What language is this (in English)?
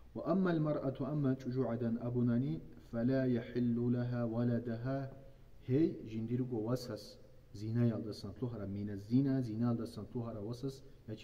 Avaric